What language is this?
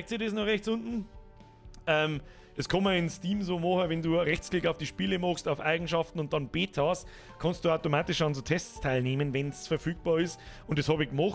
Bavarian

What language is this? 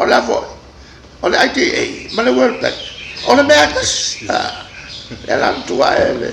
Samoan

